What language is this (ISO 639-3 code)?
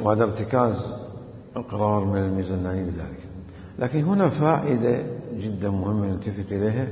acm